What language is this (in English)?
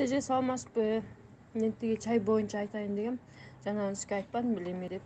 Kyrgyz